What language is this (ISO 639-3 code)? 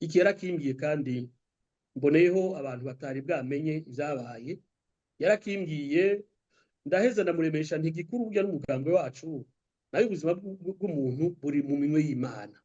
run